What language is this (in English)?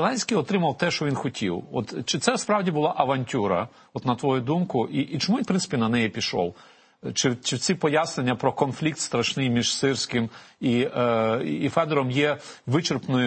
Ukrainian